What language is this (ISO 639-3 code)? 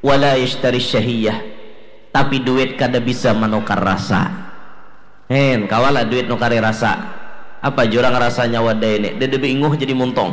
bjn